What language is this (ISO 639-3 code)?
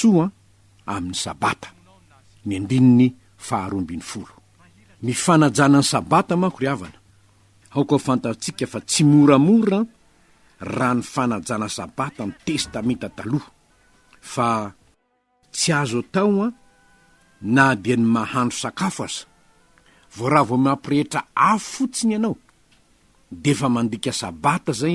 mlg